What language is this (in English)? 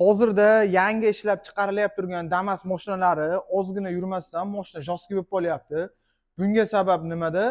Uzbek